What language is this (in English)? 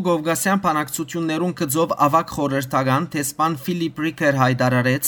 Western Armenian